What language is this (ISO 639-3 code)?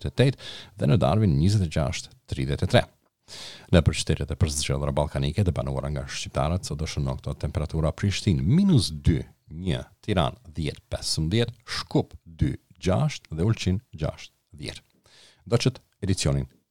sqi